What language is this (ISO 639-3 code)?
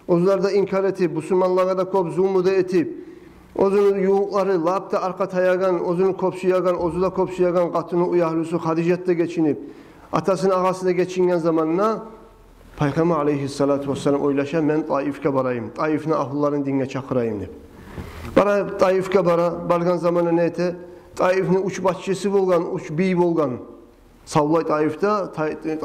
kum